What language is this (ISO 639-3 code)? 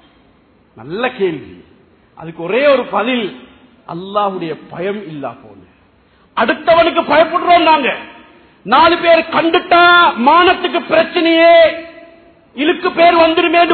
tam